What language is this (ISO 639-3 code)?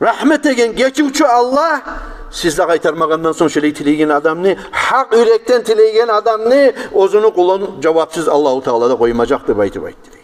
kum